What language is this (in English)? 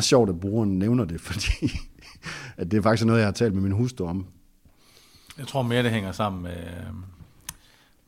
Danish